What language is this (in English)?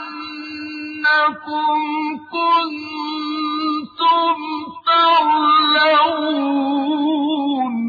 Arabic